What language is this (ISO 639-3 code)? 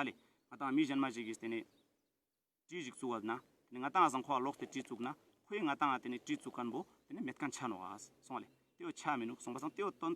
lbj